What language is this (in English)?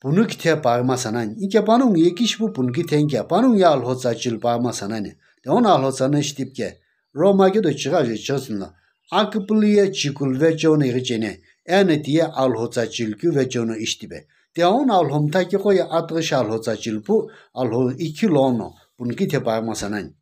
Sumi Naga